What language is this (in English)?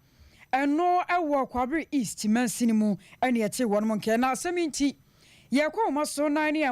Akan